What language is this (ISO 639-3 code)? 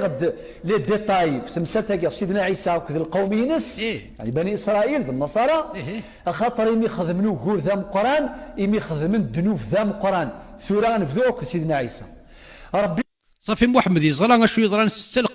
kab